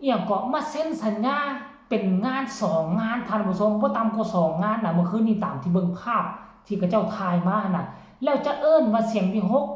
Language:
Northeastern Thai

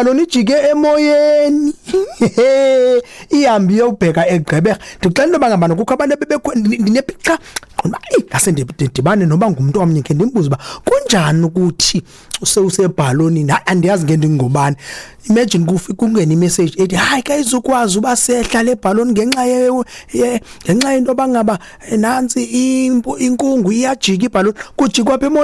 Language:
Xhosa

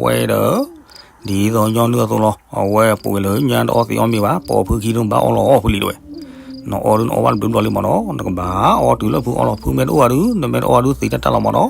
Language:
S'gaw Karen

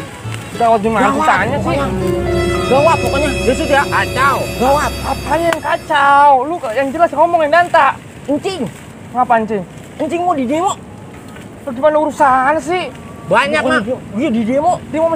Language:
Betawi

